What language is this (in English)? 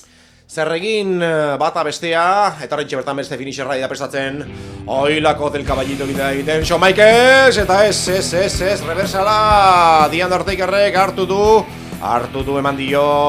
Basque